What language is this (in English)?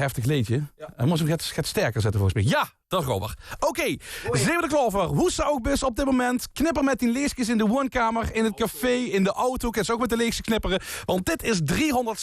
Limburgish